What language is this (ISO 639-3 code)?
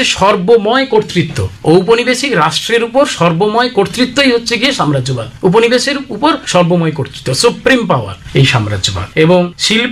ben